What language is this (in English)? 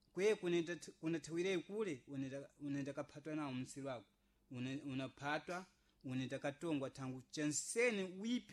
Sena